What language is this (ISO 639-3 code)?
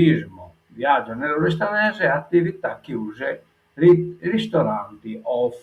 srd